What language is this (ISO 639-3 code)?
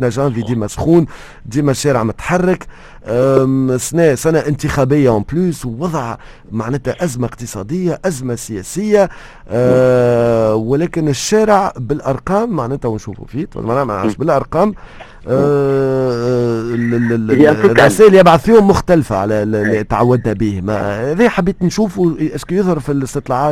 aeb